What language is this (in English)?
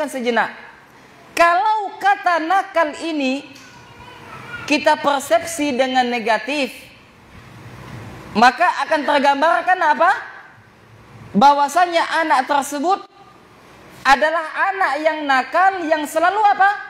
Indonesian